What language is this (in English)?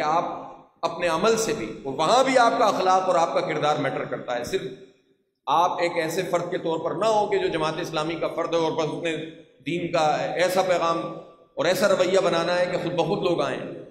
Urdu